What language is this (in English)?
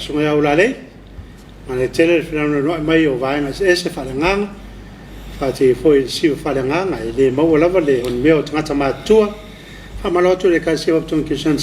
Samoan